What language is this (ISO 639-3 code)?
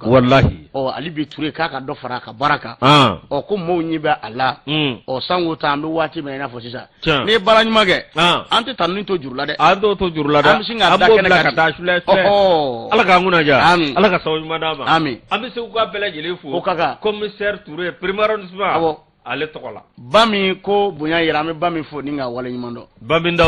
bam